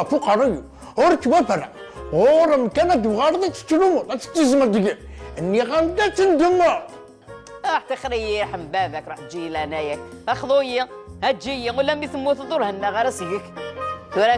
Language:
Kabyle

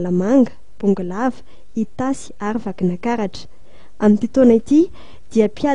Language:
Malagasy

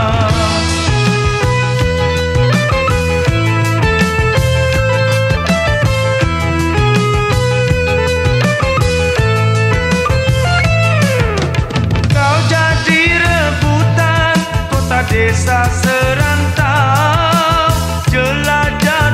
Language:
Malay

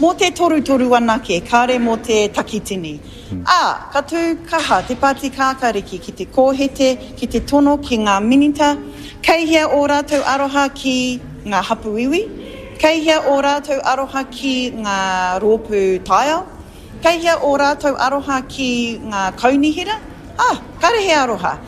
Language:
Māori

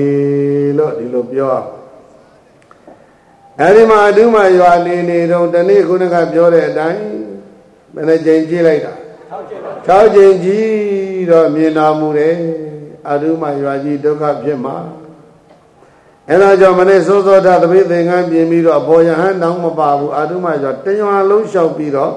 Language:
Burmese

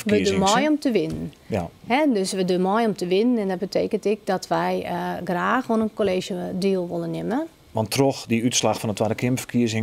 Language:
Western Frisian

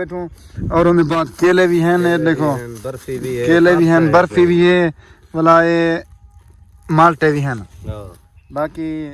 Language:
Saraiki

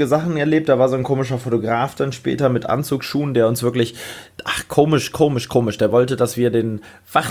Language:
German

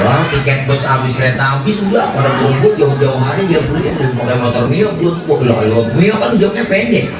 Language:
Betawi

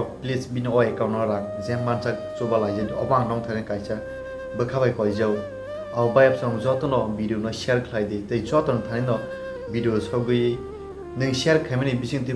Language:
Kok Borok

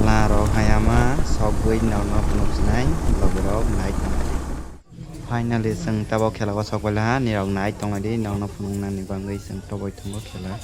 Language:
Kok Borok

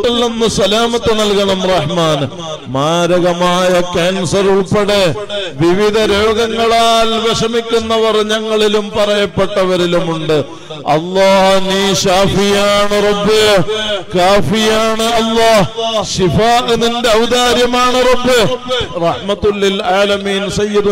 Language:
Malayalam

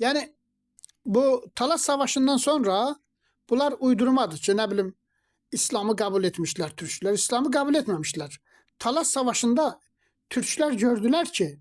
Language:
Azerbaijani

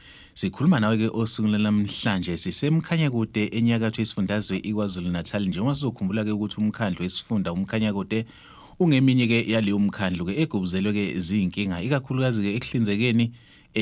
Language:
Zulu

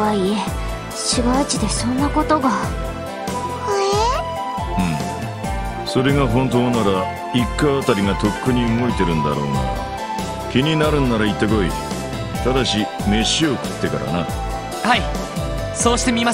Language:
Japanese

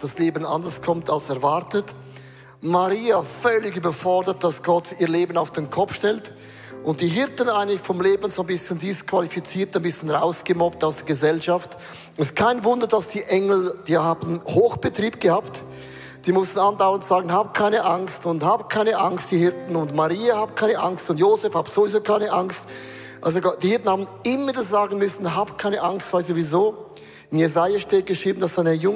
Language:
Swiss German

